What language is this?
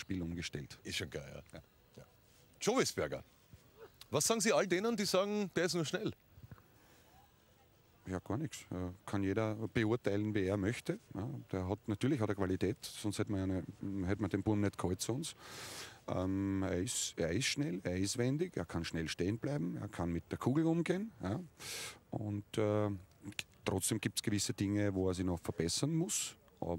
German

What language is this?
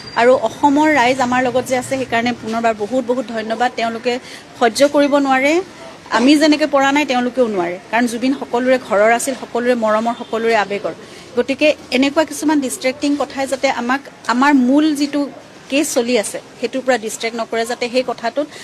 Assamese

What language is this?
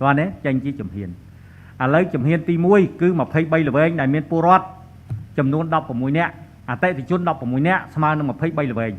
Khmer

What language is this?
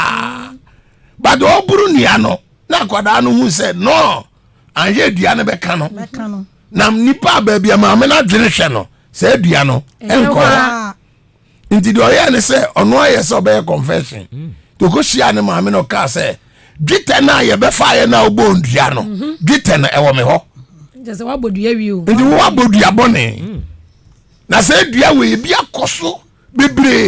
Akan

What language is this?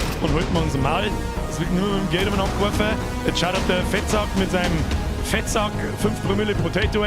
Bavarian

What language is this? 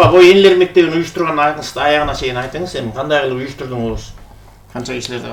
Kyrgyz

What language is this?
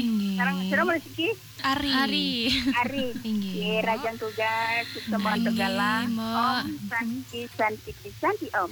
Balinese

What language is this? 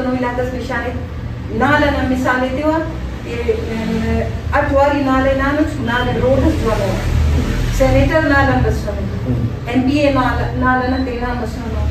Brahui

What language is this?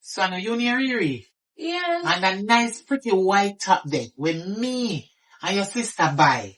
Jamaican Creole English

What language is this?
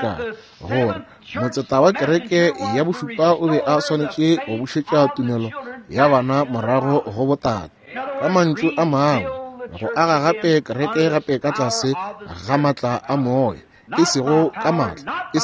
Northern Sotho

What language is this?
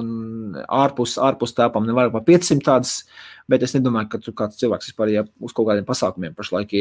Latvian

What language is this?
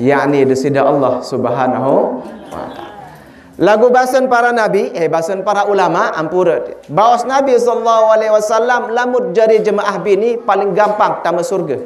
Sasak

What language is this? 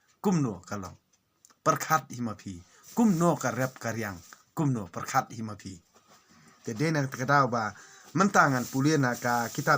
Khasi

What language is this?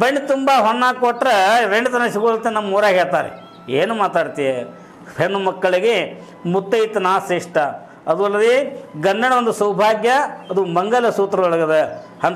Kannada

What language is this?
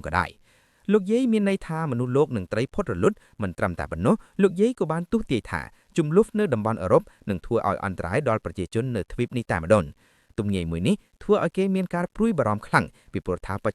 Khmer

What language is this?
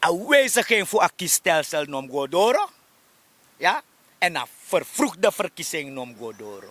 Sranan Tongo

